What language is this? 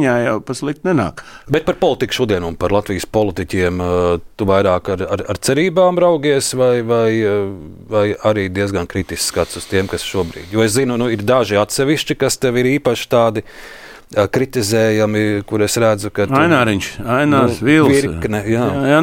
Latvian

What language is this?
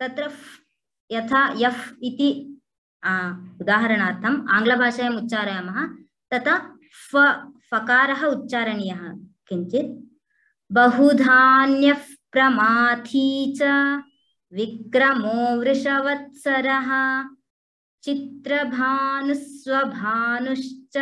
Sanskrit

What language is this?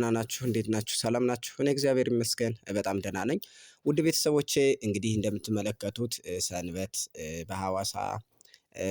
Amharic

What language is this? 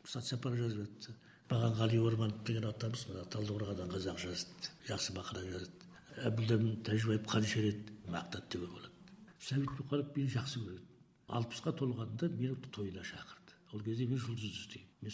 Kazakh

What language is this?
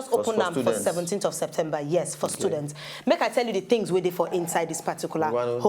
Nigerian Pidgin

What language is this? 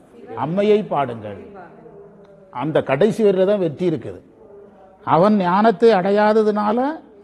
Tamil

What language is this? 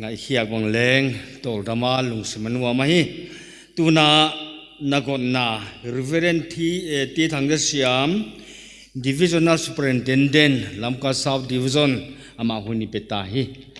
Paite Chin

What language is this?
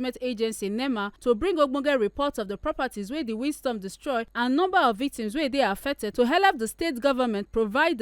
Nigerian Pidgin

